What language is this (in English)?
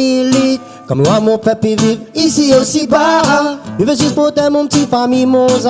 Réunion Creole French